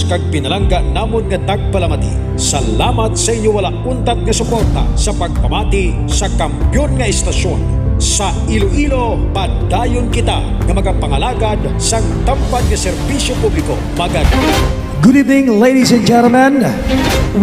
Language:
Hiligaynon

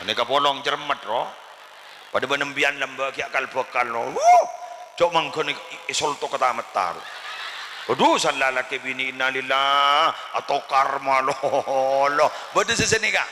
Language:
Madurese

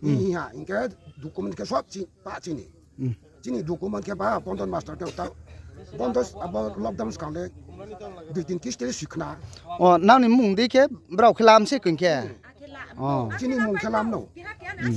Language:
Riang (India)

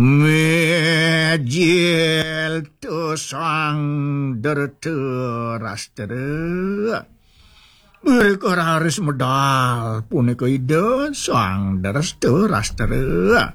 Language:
Balinese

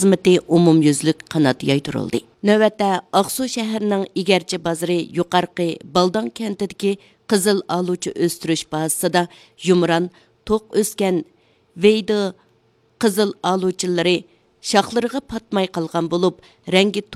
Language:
Uyghur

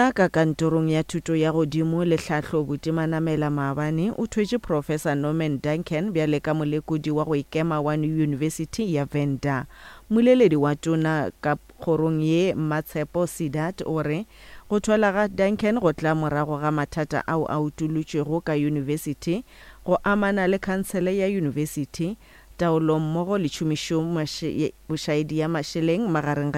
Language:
Northern Sotho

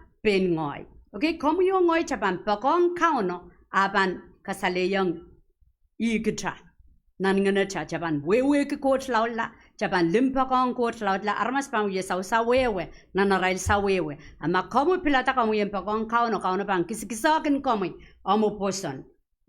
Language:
Pohnpeian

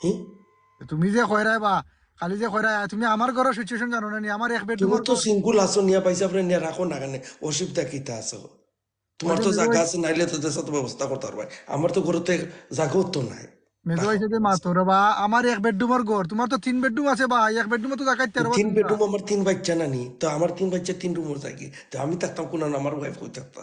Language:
Sylheti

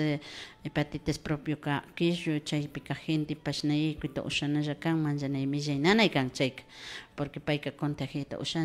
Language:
Imbabura Highland Quichua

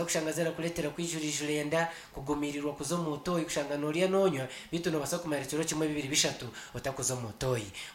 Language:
Nyankole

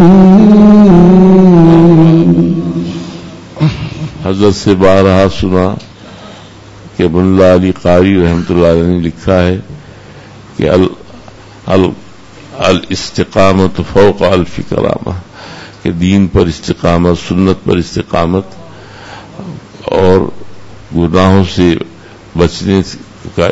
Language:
Urdu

